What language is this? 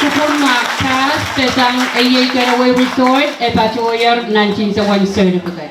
Pohnpeian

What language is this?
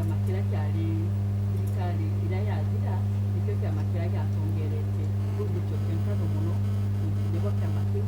Meru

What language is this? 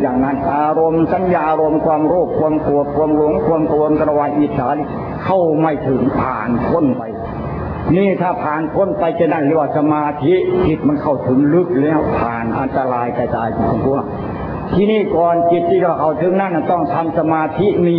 Thai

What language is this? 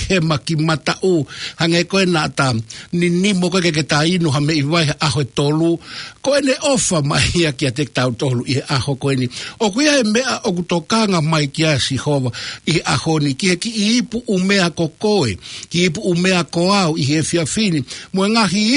Tongan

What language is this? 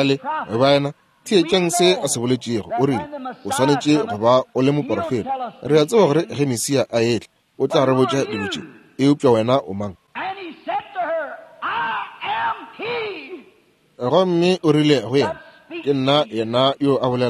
Northern Sotho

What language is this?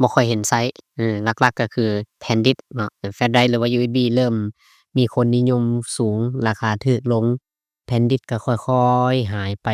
Lao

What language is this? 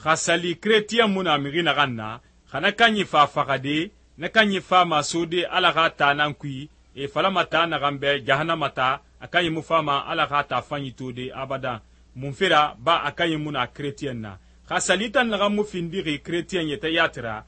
Susu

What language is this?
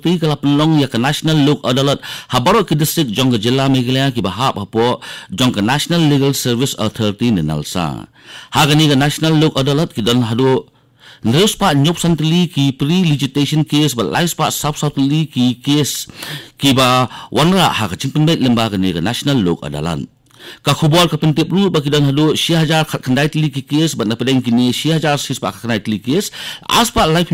Khasi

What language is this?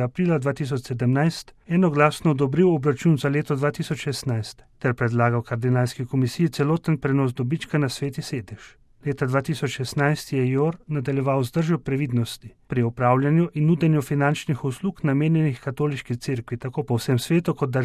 Slovenian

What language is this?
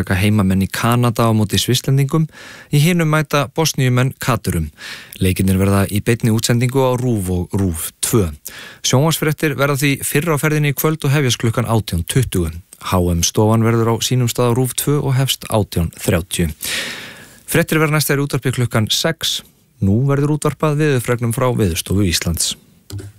Icelandic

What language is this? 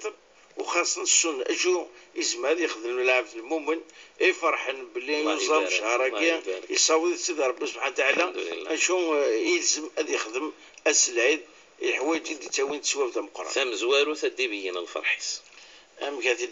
Moroccan Arabic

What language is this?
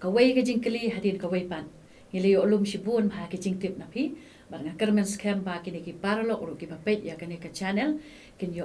Khasi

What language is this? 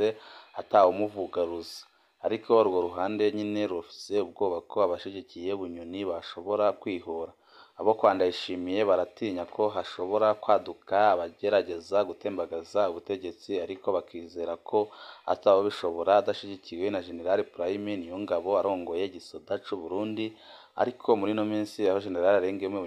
Rundi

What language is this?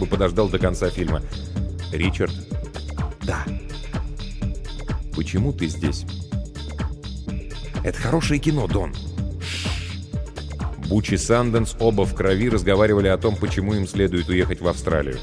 Russian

